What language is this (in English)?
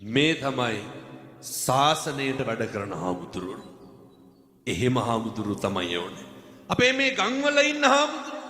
Sinhala